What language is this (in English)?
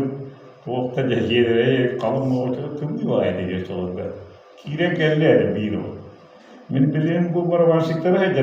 Yakut